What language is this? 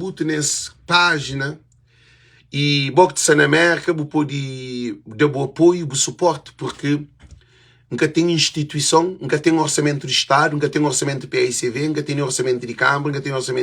Kabuverdianu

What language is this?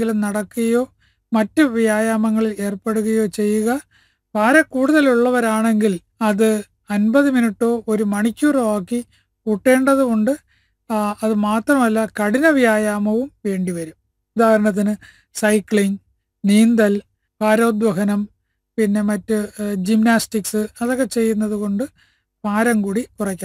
Malayalam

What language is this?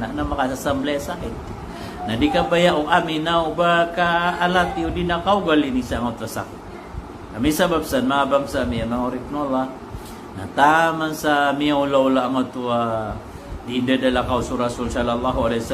Maranao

